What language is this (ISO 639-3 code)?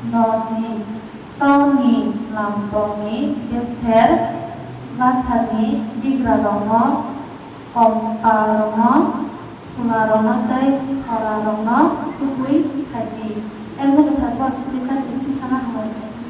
trp